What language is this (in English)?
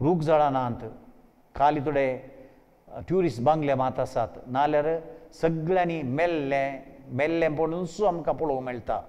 Konkani